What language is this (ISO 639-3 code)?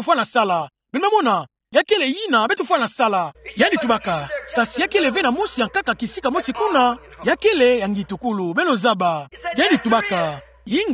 ktu